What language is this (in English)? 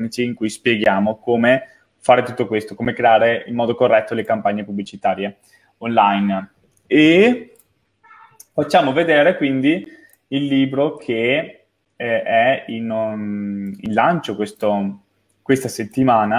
Italian